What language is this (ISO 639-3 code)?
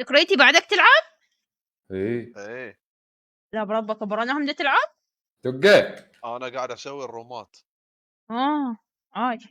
acm